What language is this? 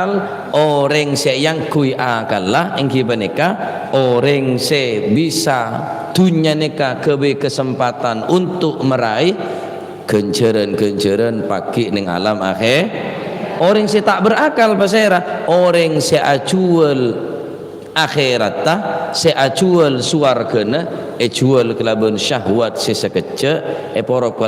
Madurese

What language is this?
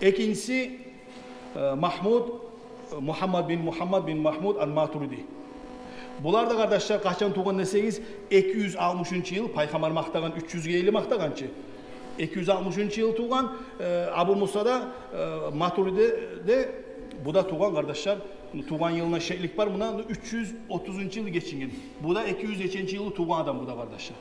Kumyk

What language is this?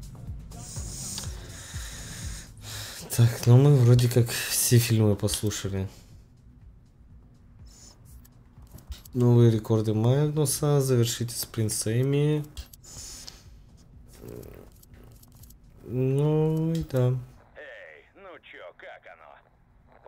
Russian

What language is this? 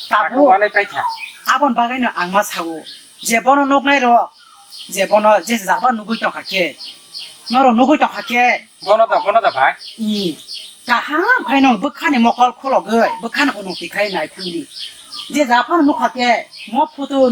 Kok Borok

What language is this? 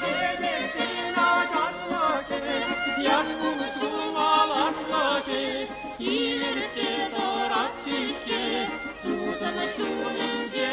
Chuvash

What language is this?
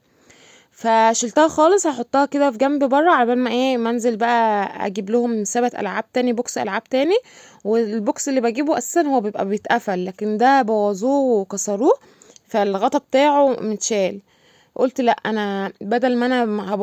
Egyptian Arabic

